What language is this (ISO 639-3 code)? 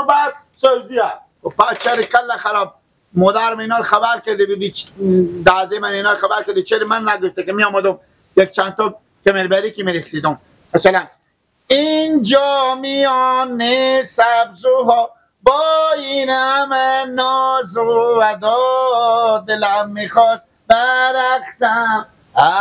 fas